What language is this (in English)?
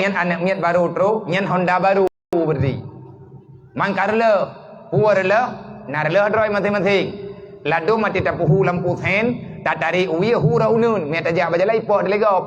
Achinese